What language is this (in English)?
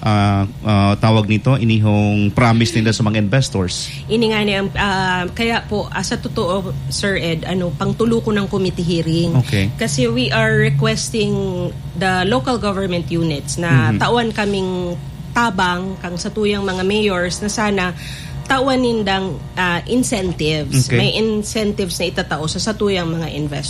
Bikol